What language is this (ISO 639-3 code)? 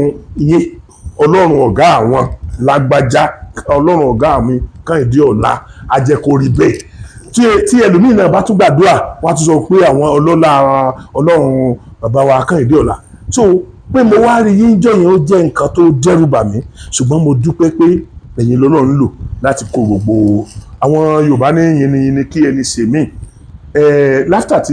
yor